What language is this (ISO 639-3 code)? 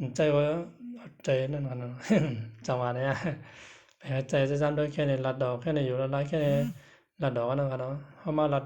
shn